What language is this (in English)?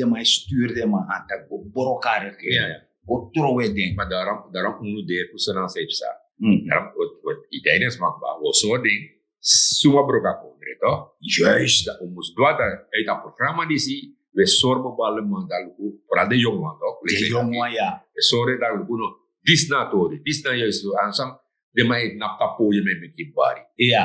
Sranan Tongo